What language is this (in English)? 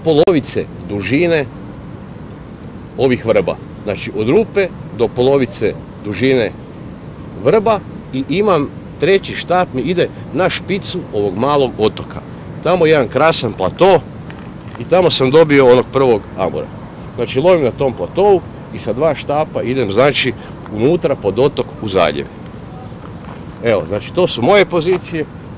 Croatian